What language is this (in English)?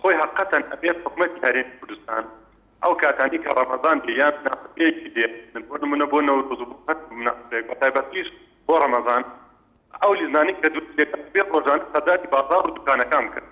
Central Kurdish